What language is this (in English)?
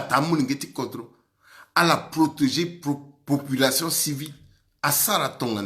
Sango